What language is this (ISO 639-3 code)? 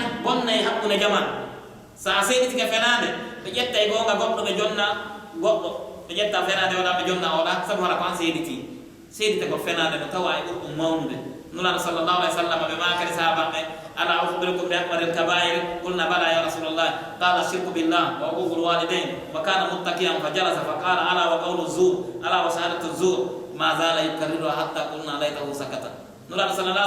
fuf